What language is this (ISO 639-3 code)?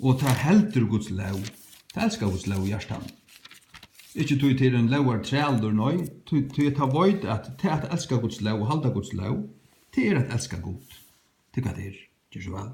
fao